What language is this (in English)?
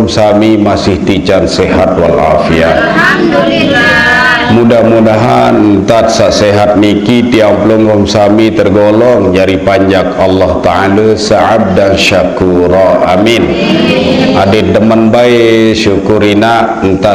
Sasak